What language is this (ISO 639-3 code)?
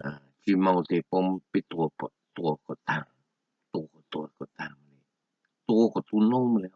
hmn